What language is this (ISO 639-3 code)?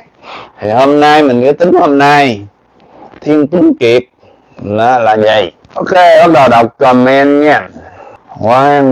vie